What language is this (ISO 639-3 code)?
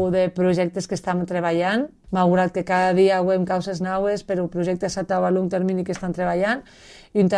cat